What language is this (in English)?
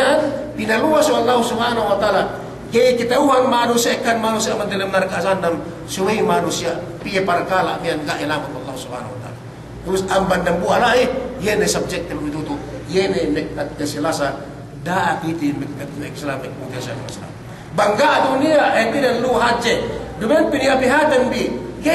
Yakan